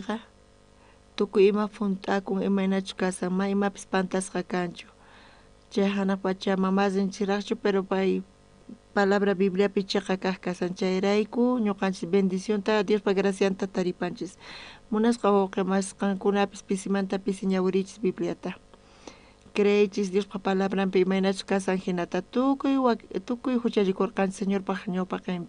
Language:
South Bolivian Quechua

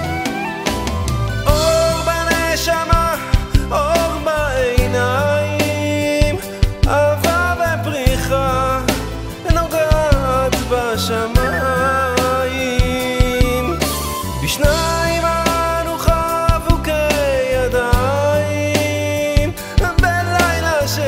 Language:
Hebrew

